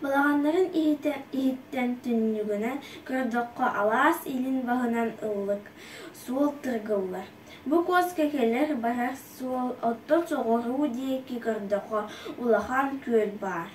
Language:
Yakut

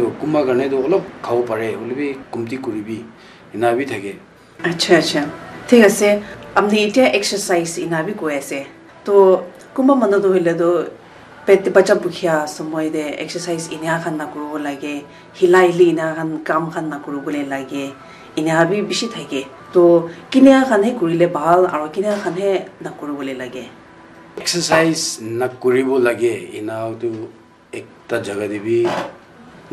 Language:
Naga Pidgin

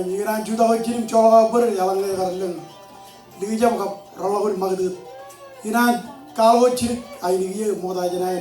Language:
Marshallese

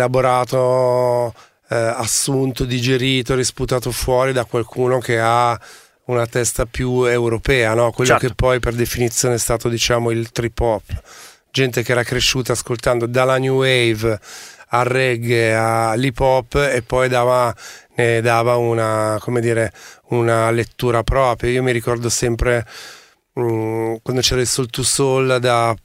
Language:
Italian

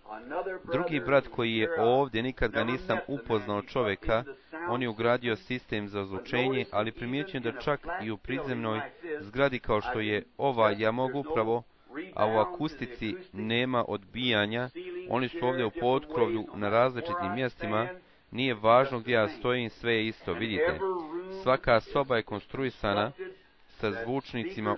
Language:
Bosnian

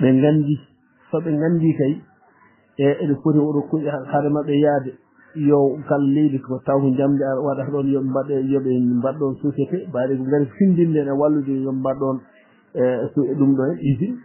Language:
Fula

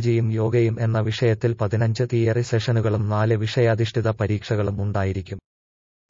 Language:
Malayalam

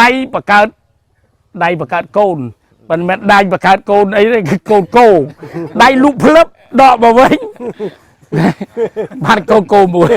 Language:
Khmer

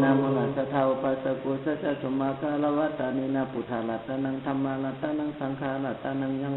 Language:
Pali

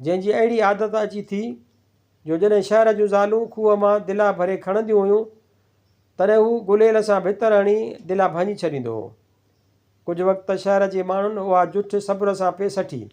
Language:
Sindhi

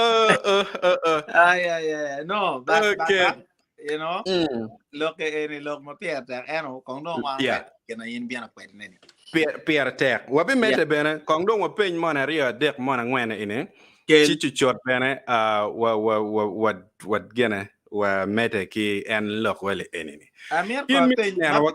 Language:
Acoli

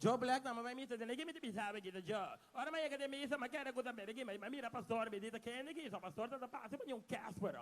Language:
Papiamento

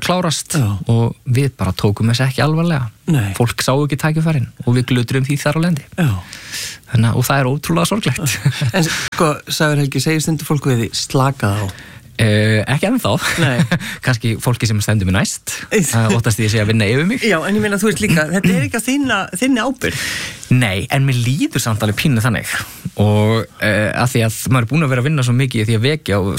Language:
Icelandic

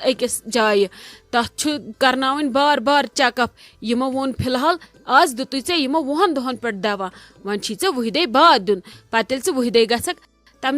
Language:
Kashmiri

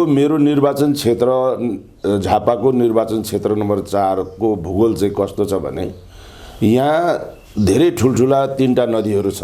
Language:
Nepali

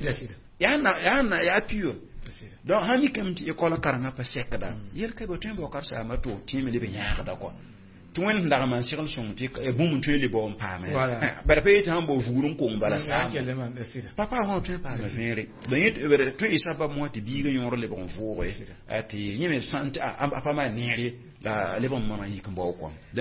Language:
Mossi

